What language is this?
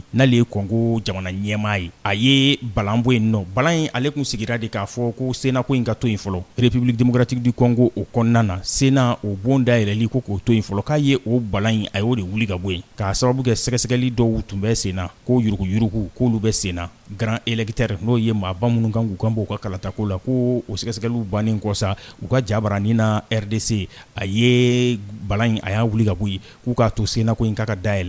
Bambara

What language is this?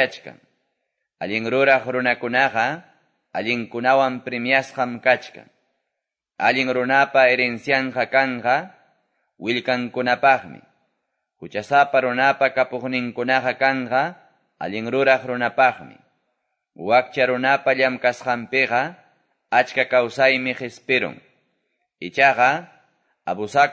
Quechua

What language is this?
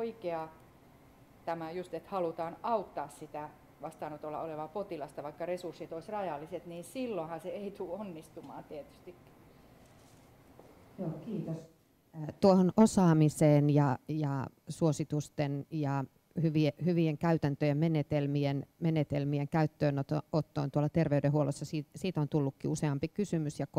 Finnish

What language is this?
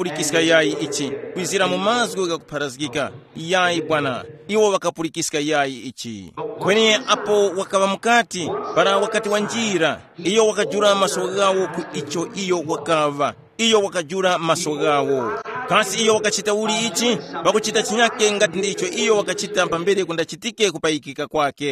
Tumbuka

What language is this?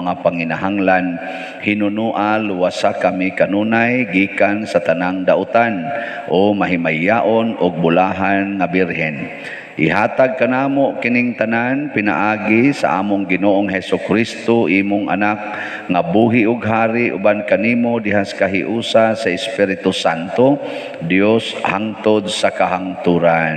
Cebuano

